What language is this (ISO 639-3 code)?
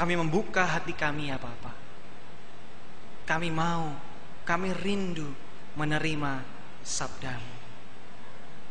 ind